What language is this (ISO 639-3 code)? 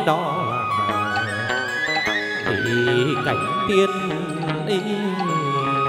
vie